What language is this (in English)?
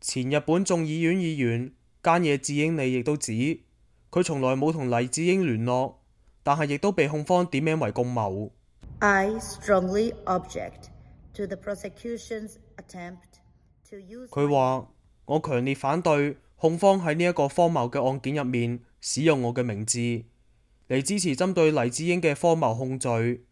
Cantonese